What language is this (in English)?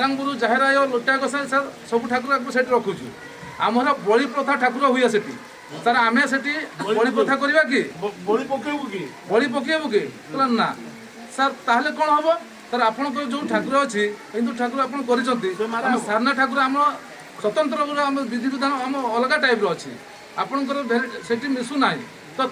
Santali